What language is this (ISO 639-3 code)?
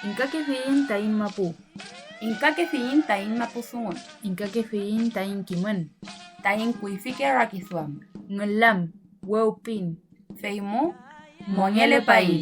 arn